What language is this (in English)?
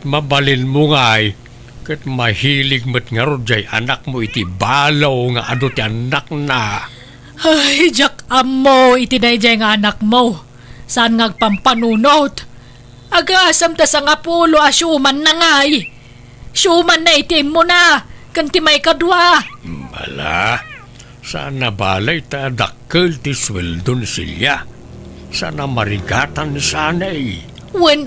Iloko